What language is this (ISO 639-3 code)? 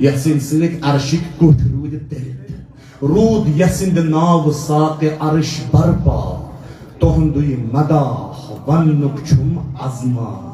kas